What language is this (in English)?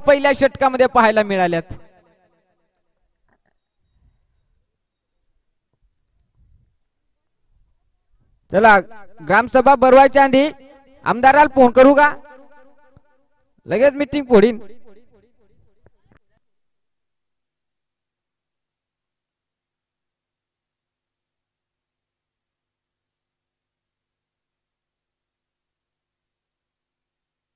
Marathi